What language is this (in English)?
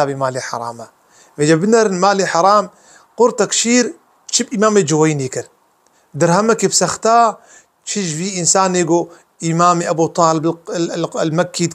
Kurdish